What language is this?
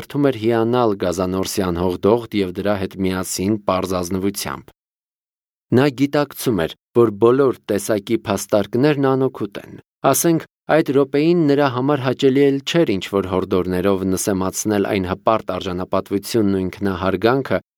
Armenian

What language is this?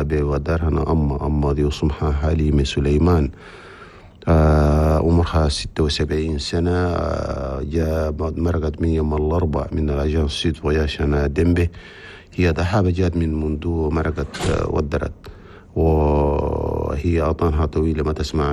Chadian Arabic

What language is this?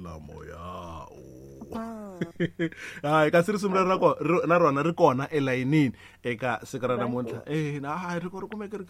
Tsonga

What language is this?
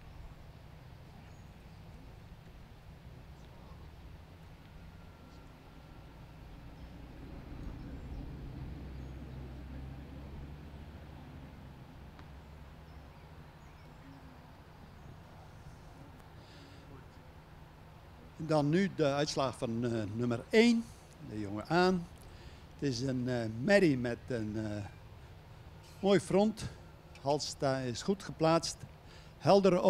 Dutch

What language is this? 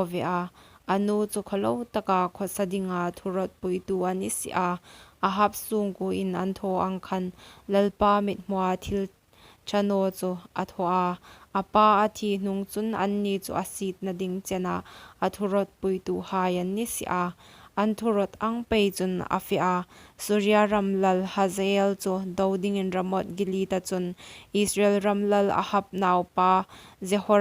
Hmar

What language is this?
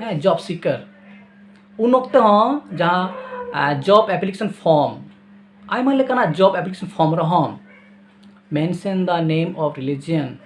Santali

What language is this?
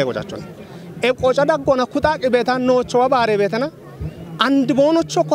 Kafa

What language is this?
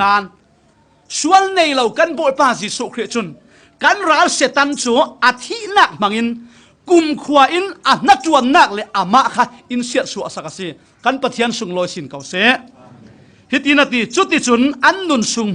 Falam Chin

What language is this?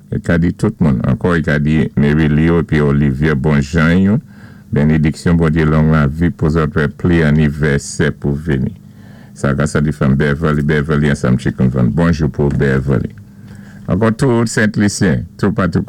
Saint Lucian Creole French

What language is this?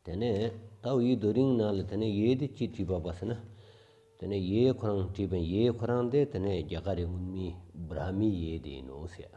Stod Bhoti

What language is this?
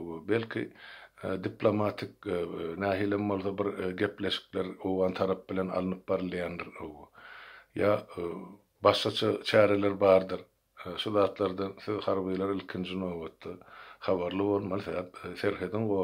Turkmen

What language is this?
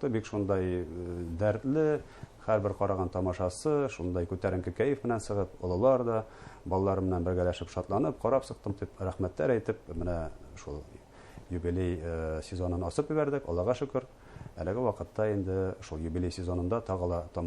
Bashkir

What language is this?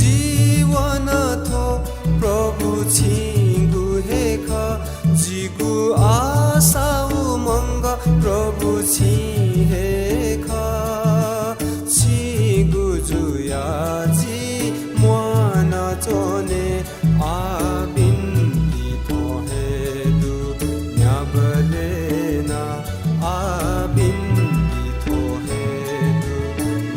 Newari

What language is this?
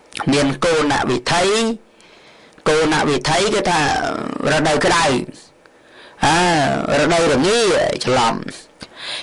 Khmer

